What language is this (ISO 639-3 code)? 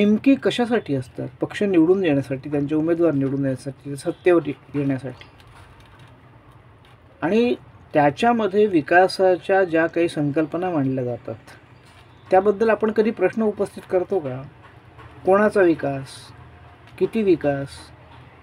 mar